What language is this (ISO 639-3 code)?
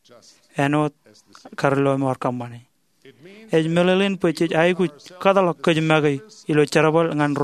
mah